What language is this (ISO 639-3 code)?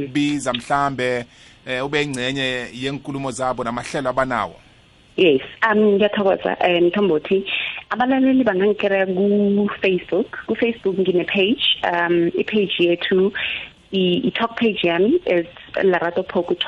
nbl